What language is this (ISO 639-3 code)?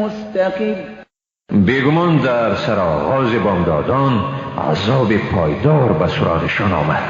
fas